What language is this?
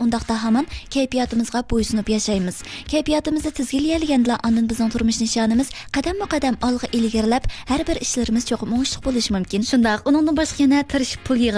Uyghur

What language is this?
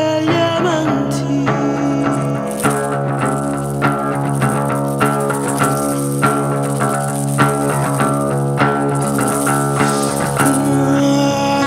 Italian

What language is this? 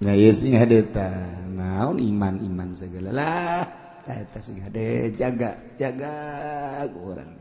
Sundanese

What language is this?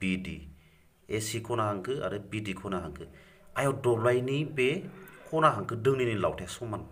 Bodo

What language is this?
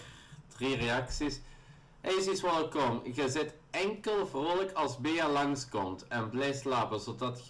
Dutch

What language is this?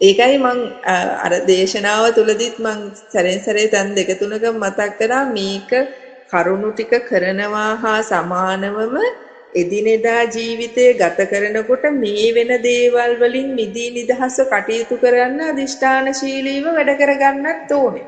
Sinhala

